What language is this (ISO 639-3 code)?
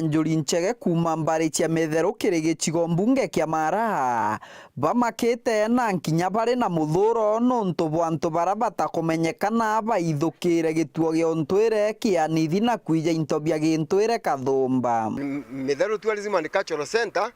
mer